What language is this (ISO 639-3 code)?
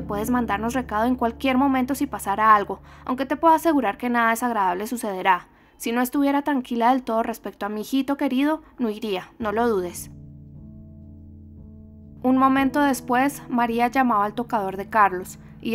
spa